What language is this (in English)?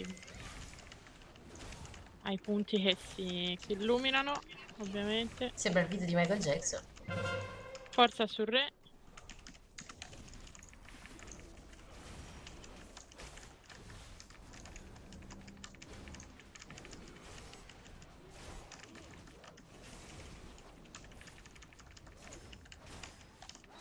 Italian